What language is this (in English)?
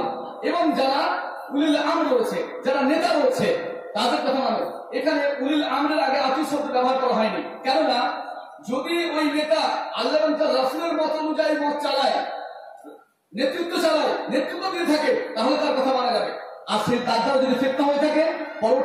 Bangla